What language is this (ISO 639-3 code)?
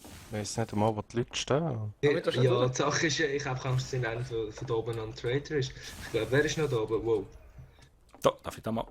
gsw